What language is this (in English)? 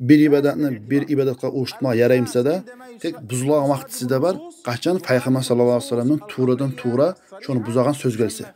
Kumyk